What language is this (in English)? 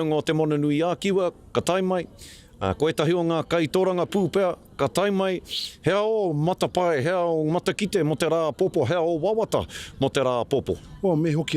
Māori